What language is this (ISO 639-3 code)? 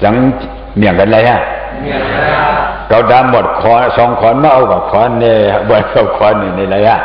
shn